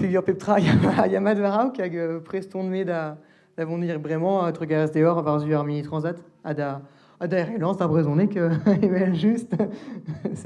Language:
Breton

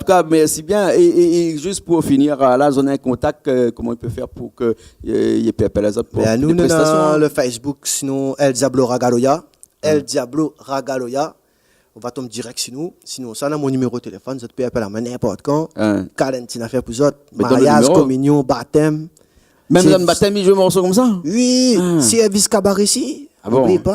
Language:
Réunion Creole French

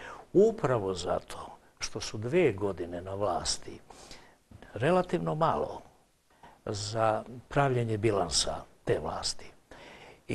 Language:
Serbian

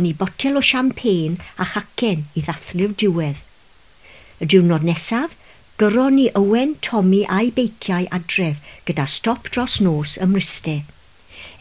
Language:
Welsh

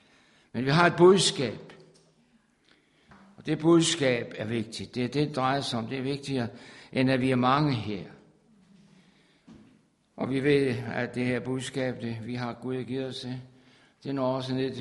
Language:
Danish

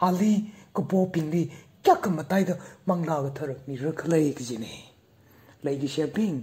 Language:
Tangkhul Naga (India)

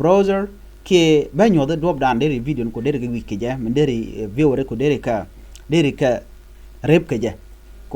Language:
Nuer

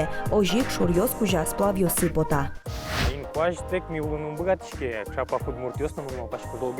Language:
Udmurt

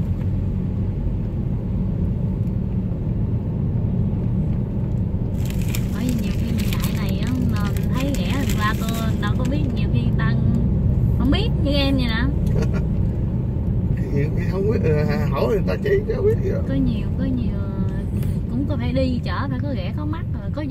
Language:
Vietnamese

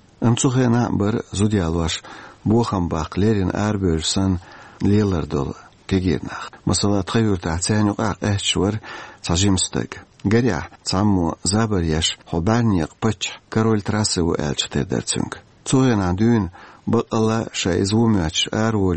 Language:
Chechen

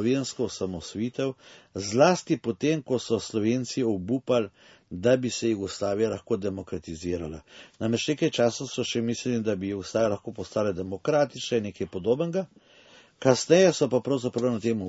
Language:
Slovenian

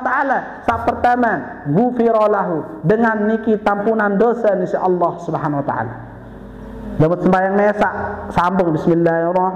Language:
Sasak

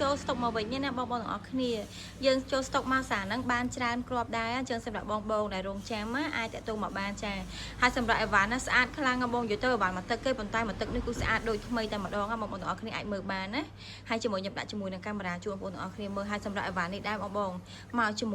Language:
Khmer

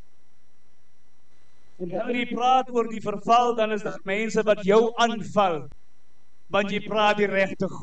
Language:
Afrikaans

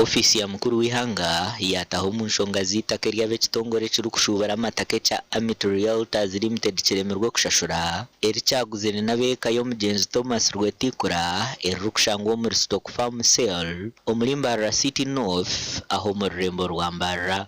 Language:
Nyankole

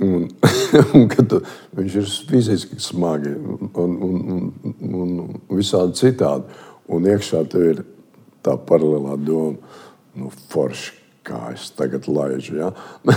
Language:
Latvian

